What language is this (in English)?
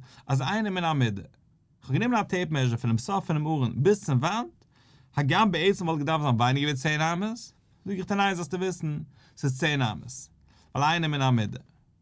Yiddish